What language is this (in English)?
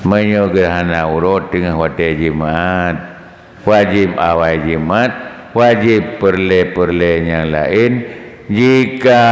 Achinese